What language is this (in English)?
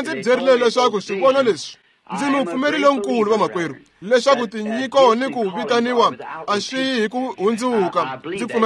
Tsonga